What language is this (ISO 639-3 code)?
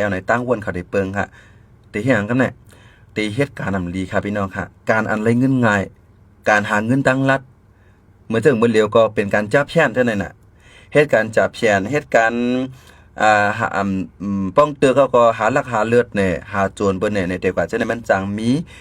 shn